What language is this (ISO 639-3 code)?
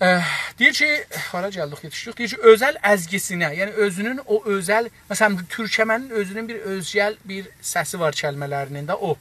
azb